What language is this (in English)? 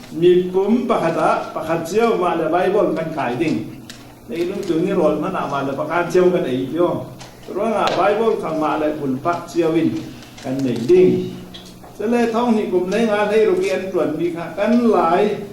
Falam Chin